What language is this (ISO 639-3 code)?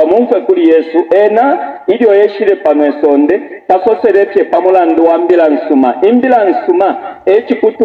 bem